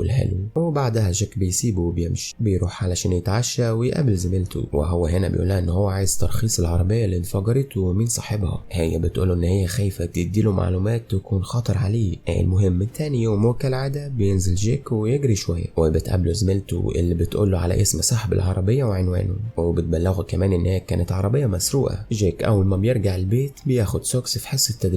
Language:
Egyptian Arabic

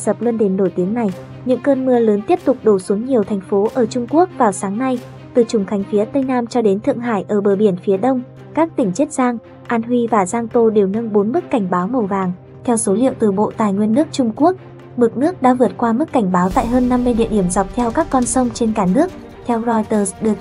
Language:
Vietnamese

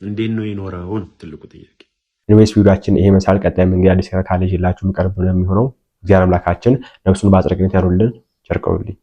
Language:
Amharic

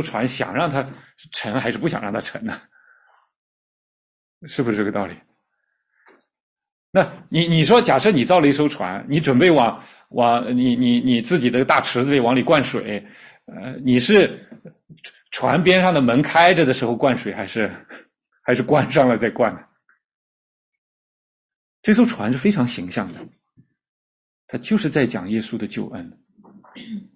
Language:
Chinese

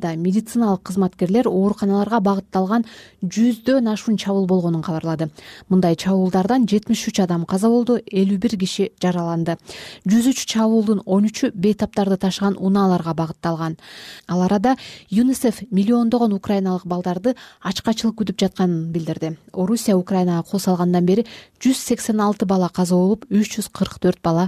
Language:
Kyrgyz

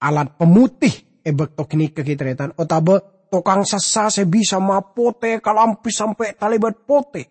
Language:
Madurese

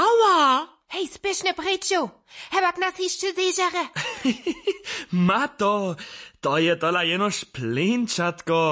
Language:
Upper Sorbian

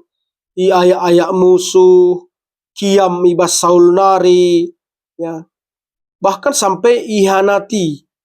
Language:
Batak Karo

